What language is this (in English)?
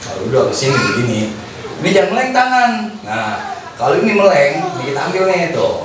Betawi